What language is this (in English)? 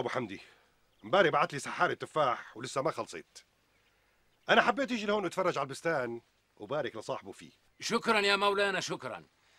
North Levantine Arabic